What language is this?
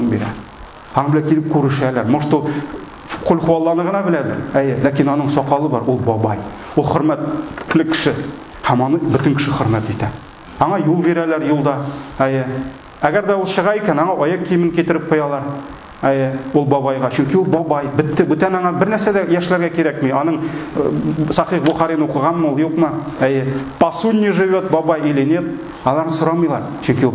Tatar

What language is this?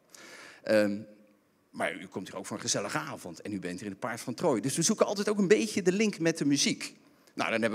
Dutch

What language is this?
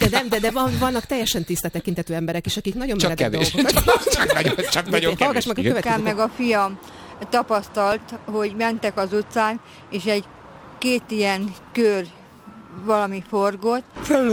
Hungarian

